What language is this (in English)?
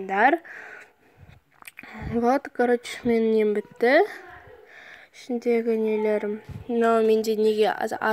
Kazakh